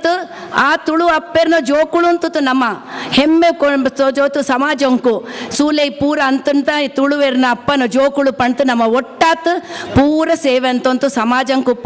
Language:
Tulu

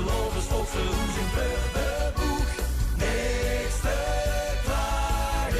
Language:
Limburgish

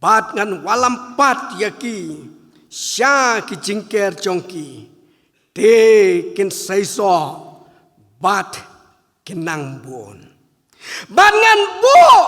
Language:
Khasi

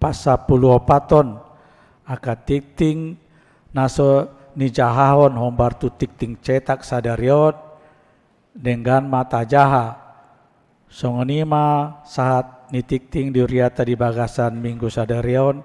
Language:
Batak Toba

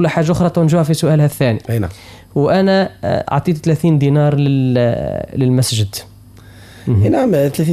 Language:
Arabic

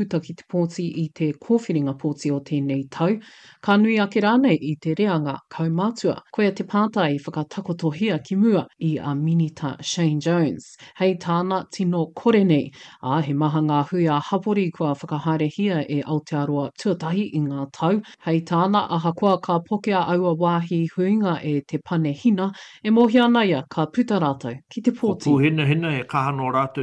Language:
Māori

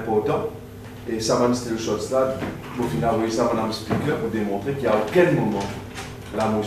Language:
Morisyen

